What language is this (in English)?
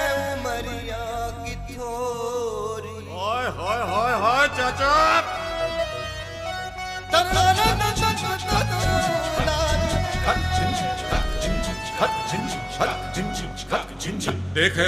Bhojpuri